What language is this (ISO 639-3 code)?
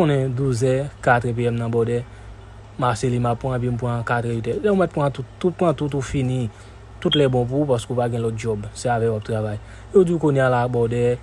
hat